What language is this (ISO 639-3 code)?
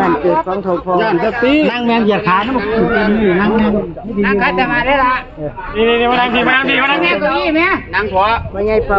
tts